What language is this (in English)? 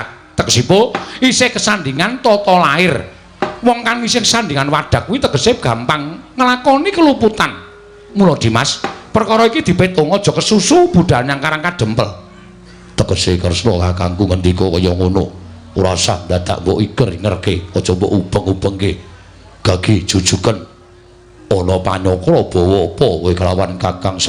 Javanese